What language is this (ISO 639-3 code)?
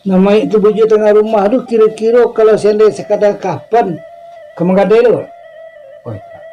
min